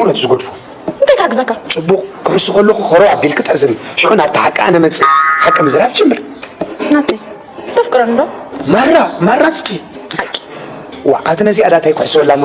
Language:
Tigrinya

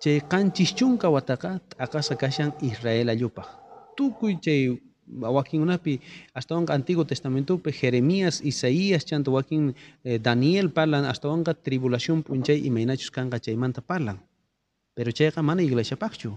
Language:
South Bolivian Quechua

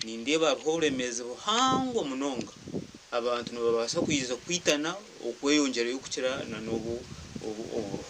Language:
Nyankole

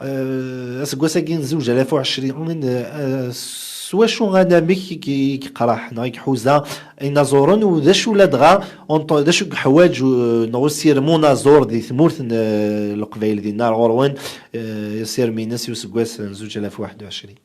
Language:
Kabyle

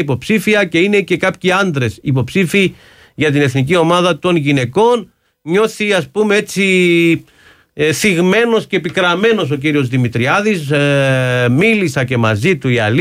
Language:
Greek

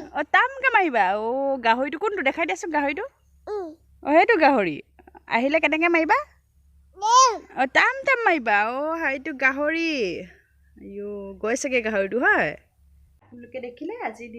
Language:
Assamese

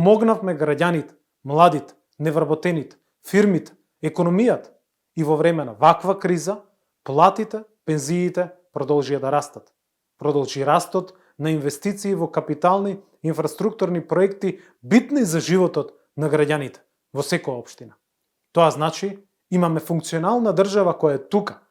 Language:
Macedonian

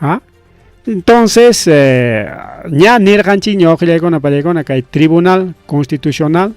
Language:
Ayacucho Quechua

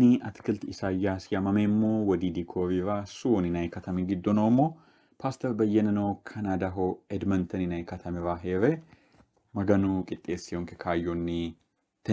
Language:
Sidamo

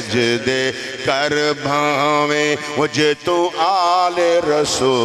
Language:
Western Panjabi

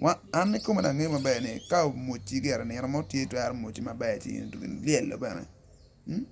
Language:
Acoli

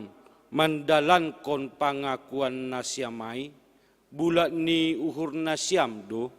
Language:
Batak Simalungun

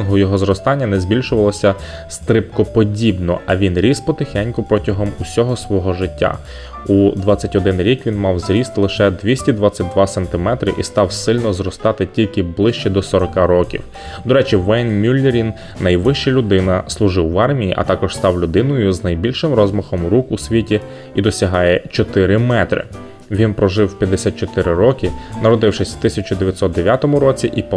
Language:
Ukrainian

